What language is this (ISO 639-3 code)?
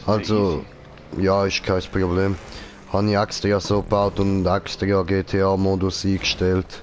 gsw